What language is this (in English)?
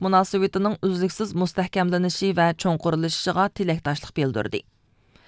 Uyghur